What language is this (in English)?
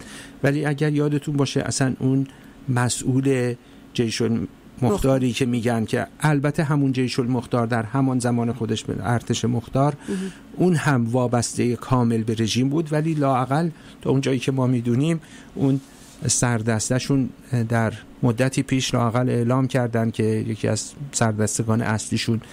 Persian